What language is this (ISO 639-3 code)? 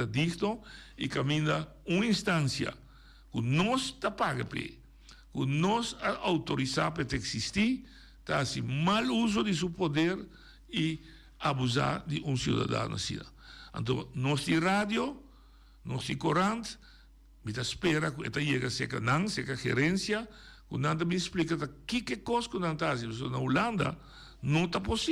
pap